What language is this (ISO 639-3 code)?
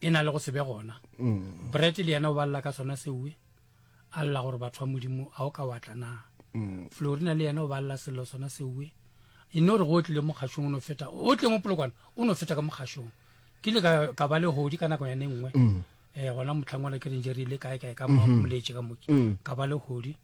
nso